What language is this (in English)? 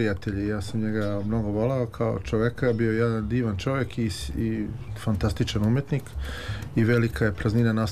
Serbian